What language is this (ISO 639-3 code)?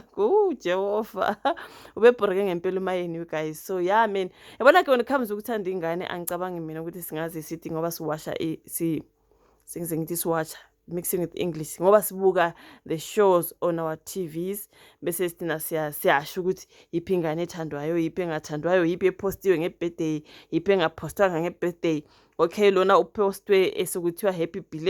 zul